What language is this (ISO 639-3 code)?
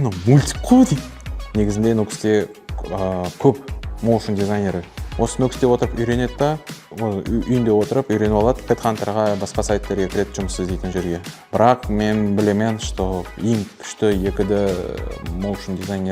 kaa